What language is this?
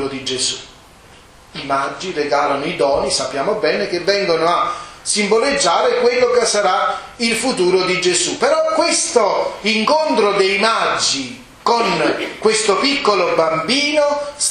Italian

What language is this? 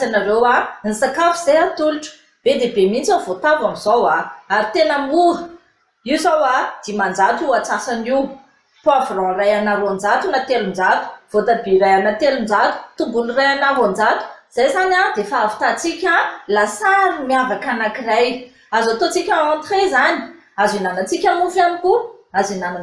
Malagasy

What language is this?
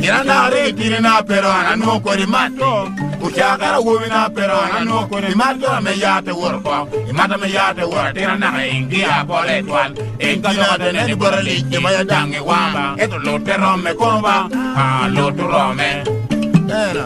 Lango (Uganda)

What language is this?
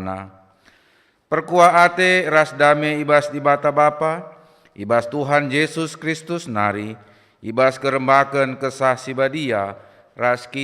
Batak Karo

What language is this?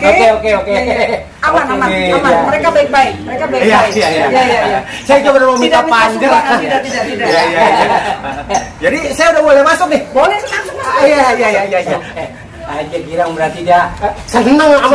Betawi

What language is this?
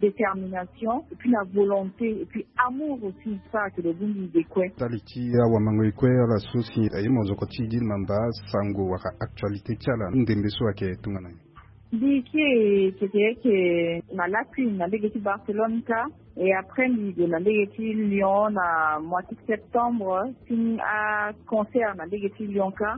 Sango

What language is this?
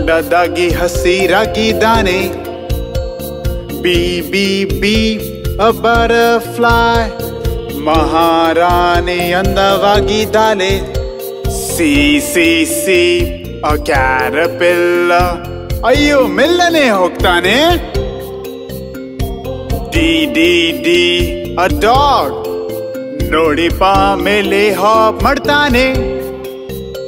Kannada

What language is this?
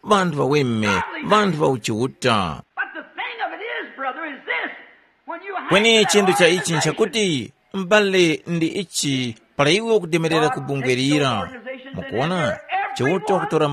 Tumbuka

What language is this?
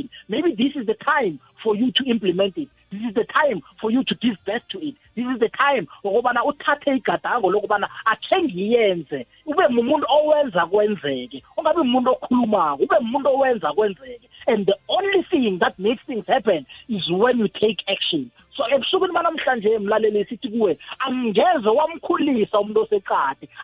South Ndebele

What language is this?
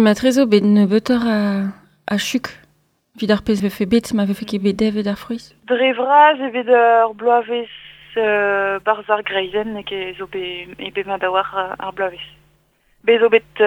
Breton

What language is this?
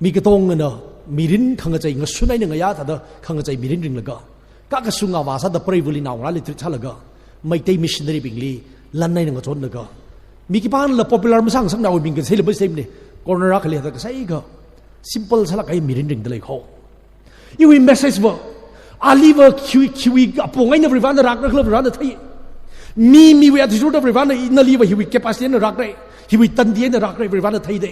Tangkhul Naga (India)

